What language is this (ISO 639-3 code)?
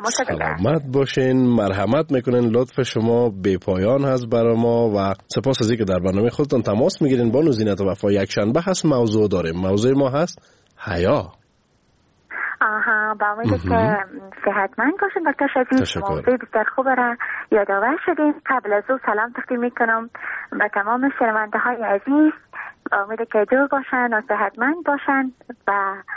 fas